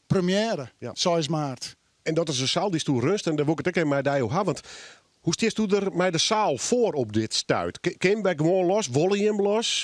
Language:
Western Frisian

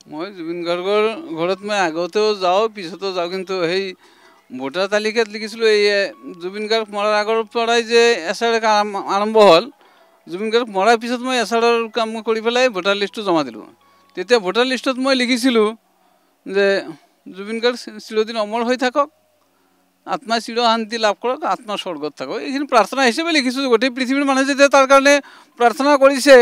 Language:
Assamese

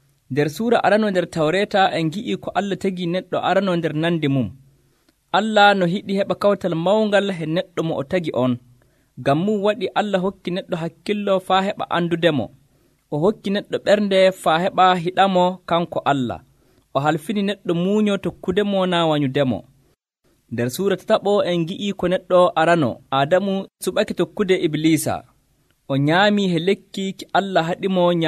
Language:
Nigerian Fulfulde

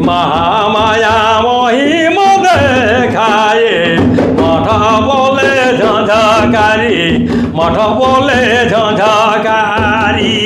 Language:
Sadri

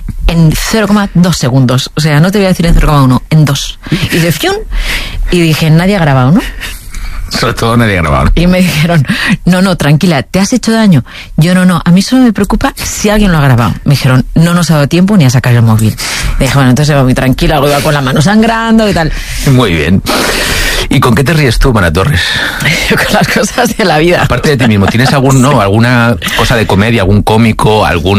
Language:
Spanish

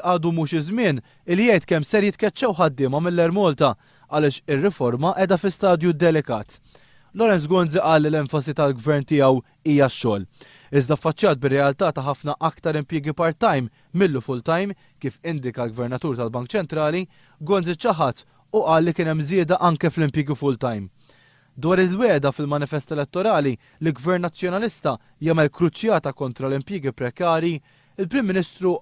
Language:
Maltese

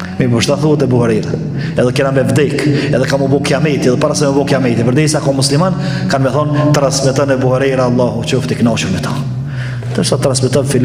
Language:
Albanian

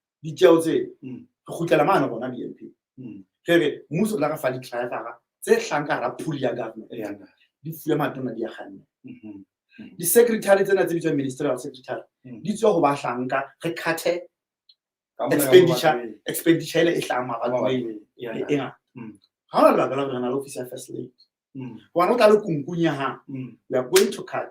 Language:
Southern Sotho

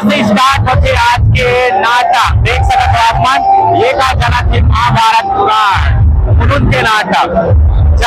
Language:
Chhattisgarhi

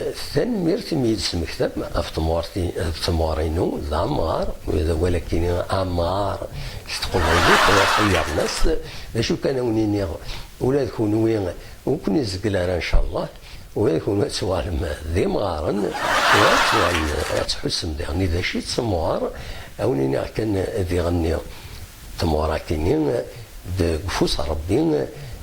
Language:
Kabyle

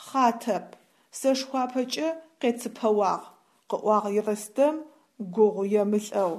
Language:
Adyghe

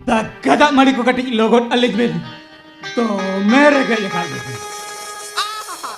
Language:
Santali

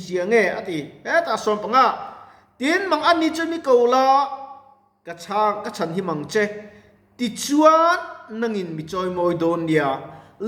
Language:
Mizo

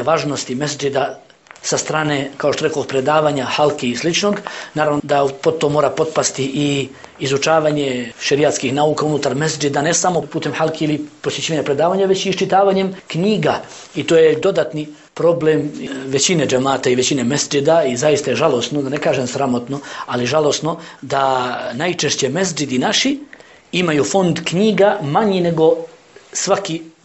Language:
Bosnian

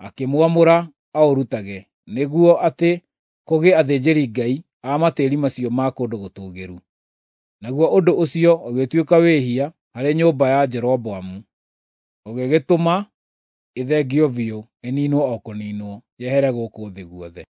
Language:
Kikuyu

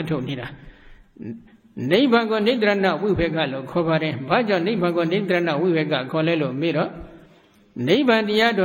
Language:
Burmese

